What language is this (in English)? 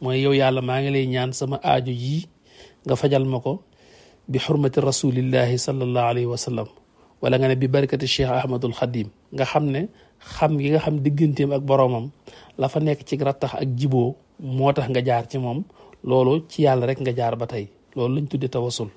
Wolof